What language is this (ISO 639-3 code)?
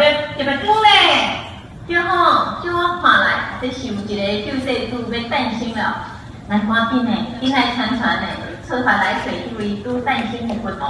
nan